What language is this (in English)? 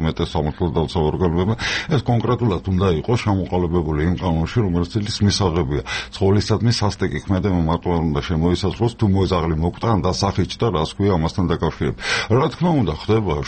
Georgian